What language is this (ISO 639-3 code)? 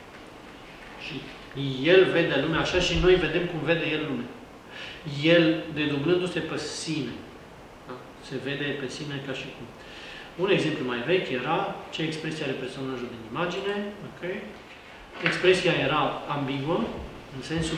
ron